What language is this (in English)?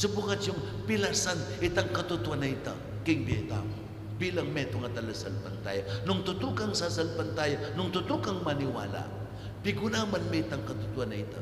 Pampanga